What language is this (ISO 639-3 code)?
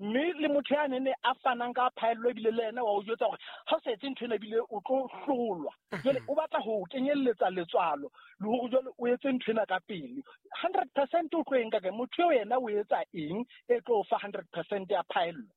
sot